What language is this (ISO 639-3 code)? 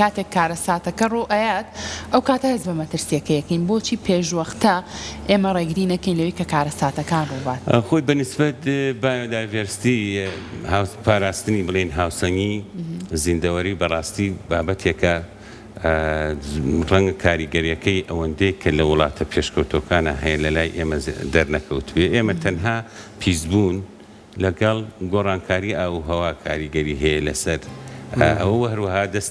ckb